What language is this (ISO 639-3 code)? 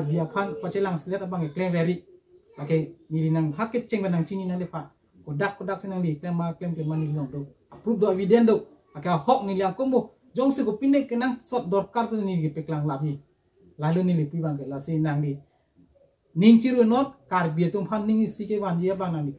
mjw